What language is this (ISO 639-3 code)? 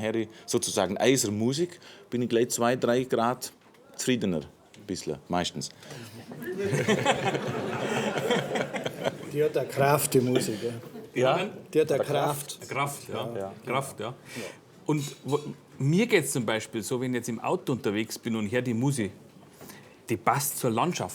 bar